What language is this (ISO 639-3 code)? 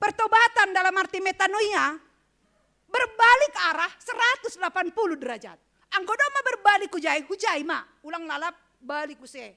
bts